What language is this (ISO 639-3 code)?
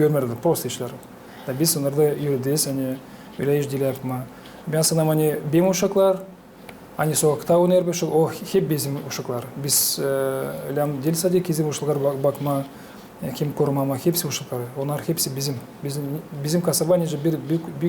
gag